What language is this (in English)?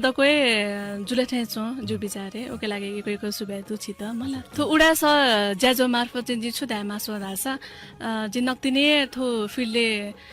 Newari